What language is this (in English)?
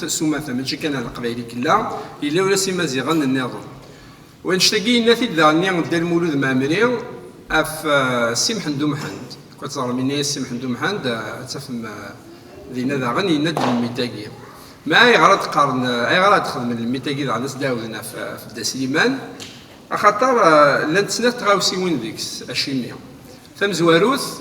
Kabyle